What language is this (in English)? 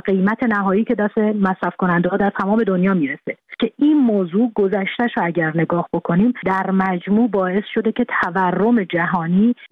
Persian